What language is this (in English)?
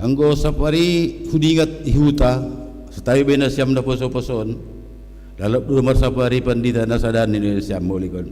Batak Simalungun